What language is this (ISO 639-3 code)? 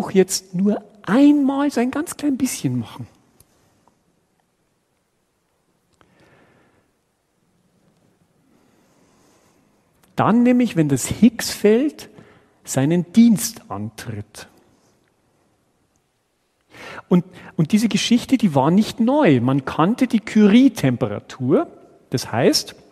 deu